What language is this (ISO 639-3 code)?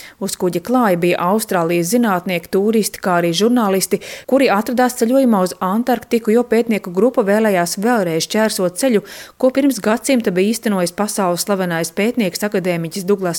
lav